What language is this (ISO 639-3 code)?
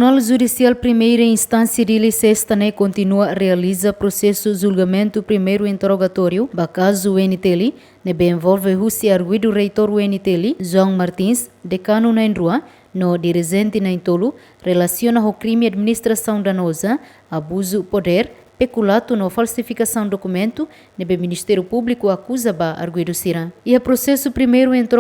tet